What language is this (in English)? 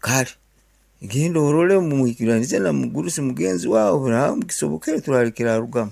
Nyankole